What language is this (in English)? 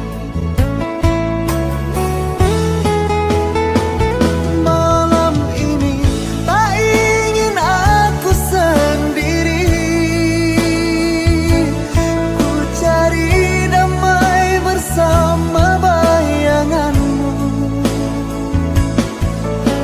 Indonesian